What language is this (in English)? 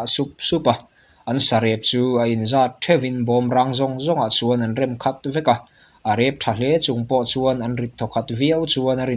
Mizo